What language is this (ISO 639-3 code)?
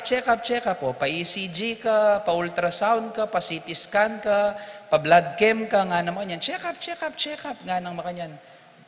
pam